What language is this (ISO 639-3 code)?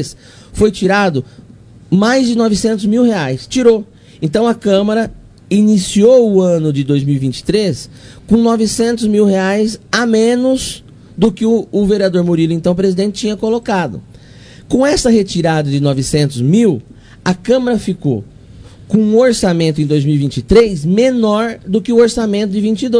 por